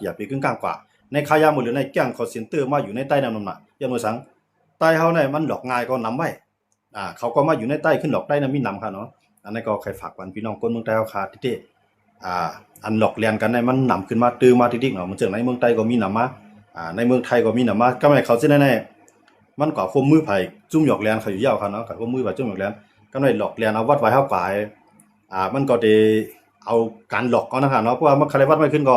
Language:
Shan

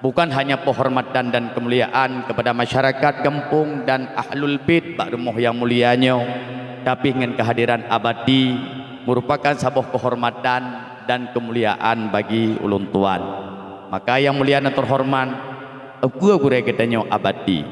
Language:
Achinese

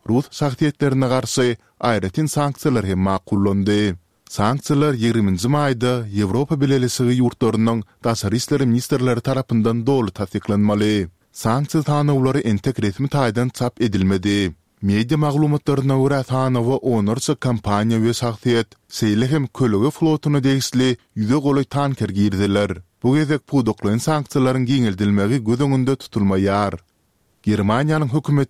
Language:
Turkmen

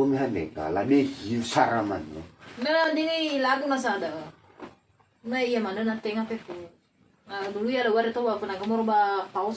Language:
Nias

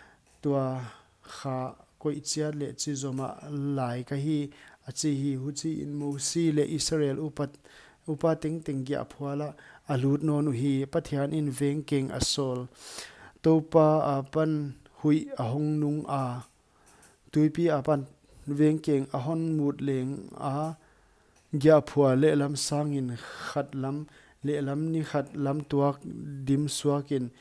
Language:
Paite Chin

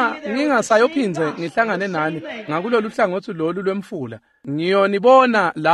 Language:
Swati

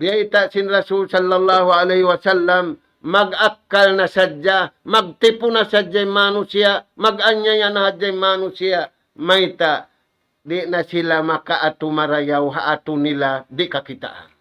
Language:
Tausug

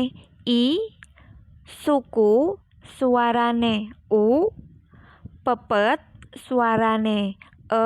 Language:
Javanese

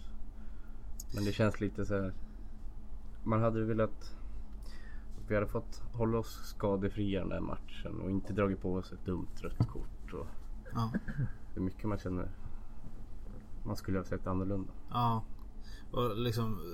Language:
Swedish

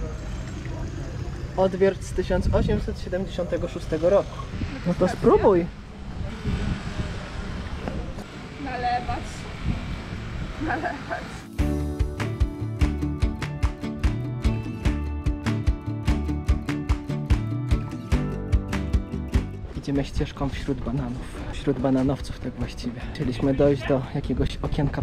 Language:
Polish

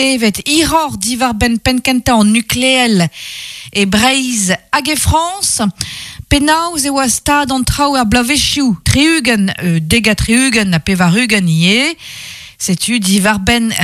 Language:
Breton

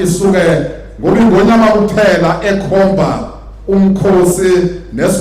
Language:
Zulu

